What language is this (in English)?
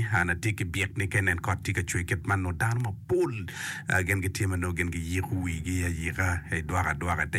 Acoli